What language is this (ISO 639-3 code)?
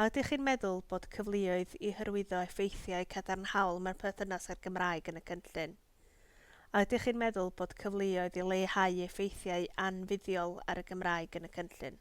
cym